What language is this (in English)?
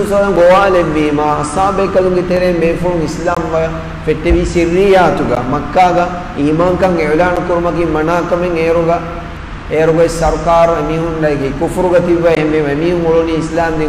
Divehi